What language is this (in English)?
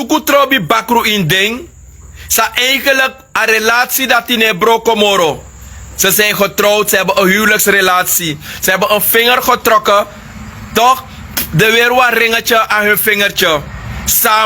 Sranan Tongo